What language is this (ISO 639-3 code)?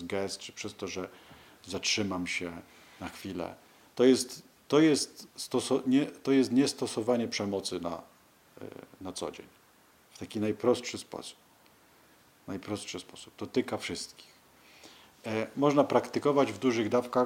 pol